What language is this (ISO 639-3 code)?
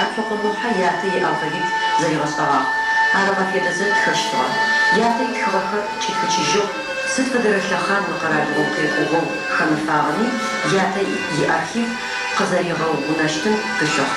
ady